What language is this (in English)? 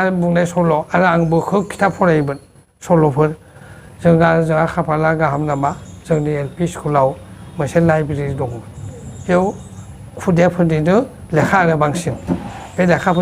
Bodo